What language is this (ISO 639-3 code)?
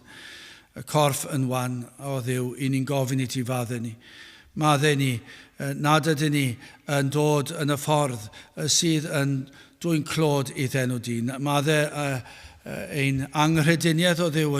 cym